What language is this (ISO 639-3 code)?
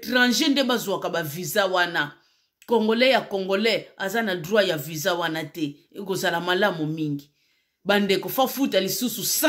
lin